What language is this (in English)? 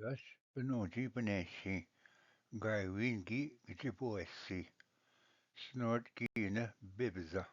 Ojibwa